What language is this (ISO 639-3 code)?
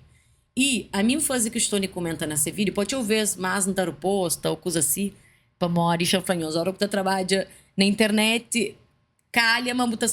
kea